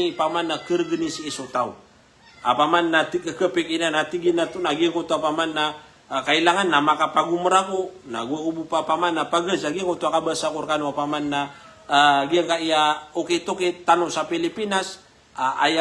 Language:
Maranao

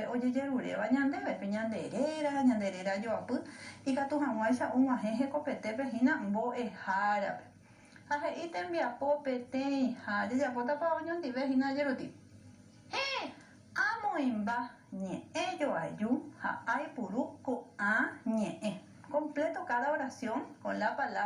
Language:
Guarani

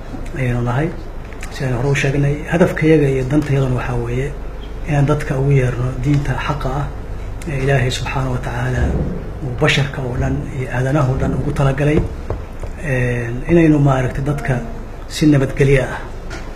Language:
Somali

